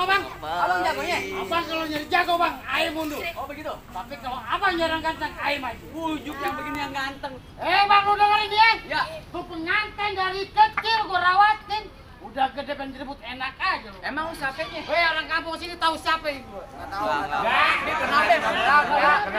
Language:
Betawi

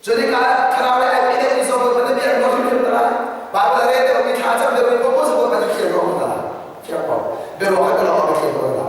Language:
Hakha Chin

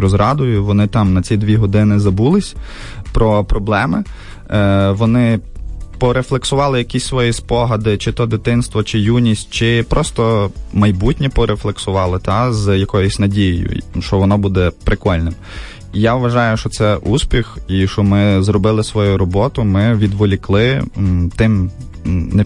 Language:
Ukrainian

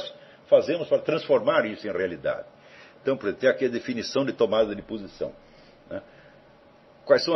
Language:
Portuguese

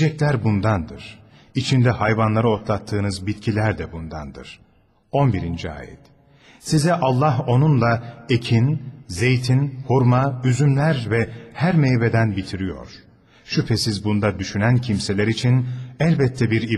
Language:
Turkish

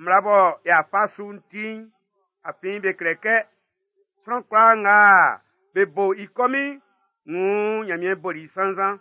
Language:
Baoulé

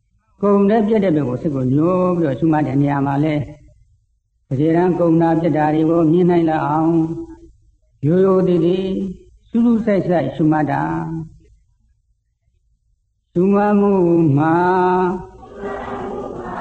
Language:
Burmese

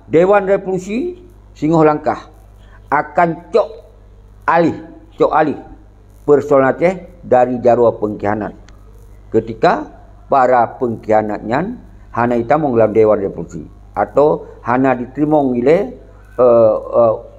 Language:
Achinese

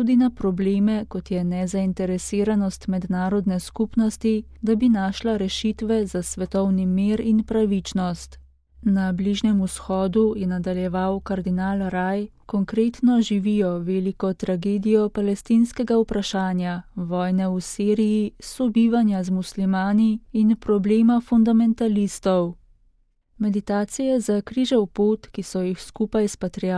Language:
Slovenian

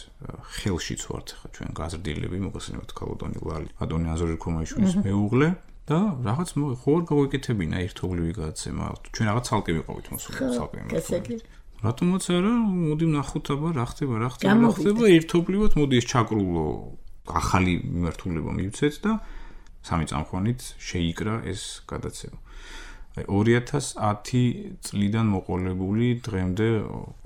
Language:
Georgian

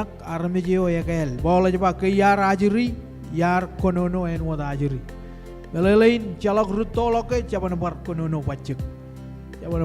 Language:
Marshallese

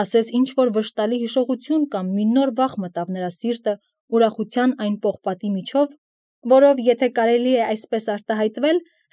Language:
Armenian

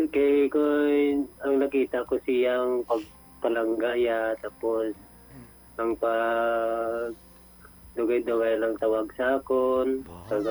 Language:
Hiligaynon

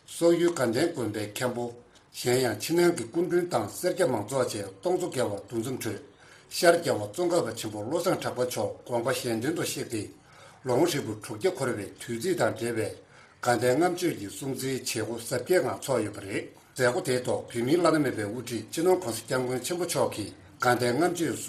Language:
Tibetan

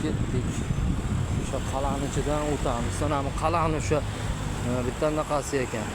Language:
Uzbek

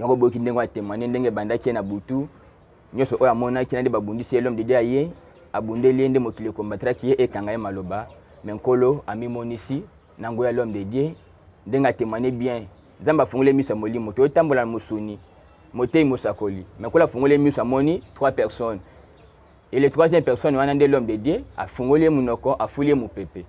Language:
Lingala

